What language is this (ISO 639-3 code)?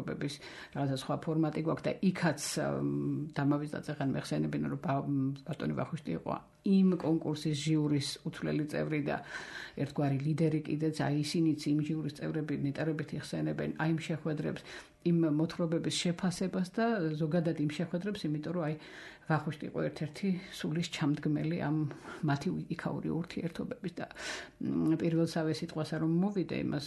kat